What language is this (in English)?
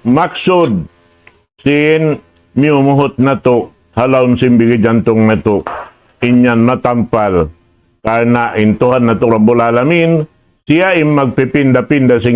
Tausug